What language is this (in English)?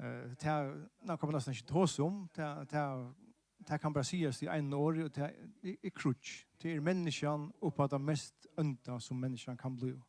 Faroese